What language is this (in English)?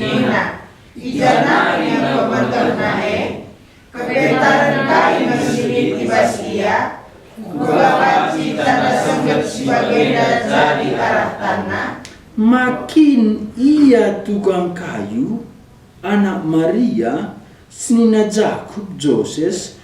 Batak Karo